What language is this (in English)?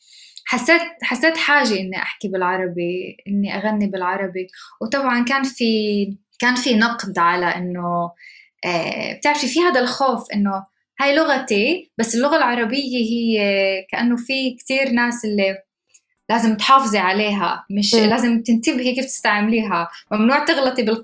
North Levantine Arabic